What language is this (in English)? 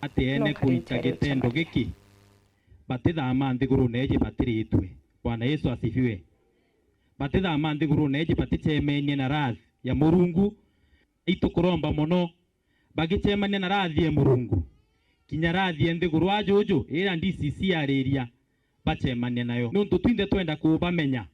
Meru